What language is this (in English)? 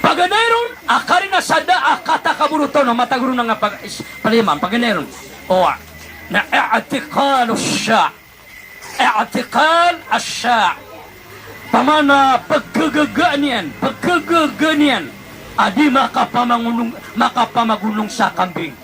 Maranao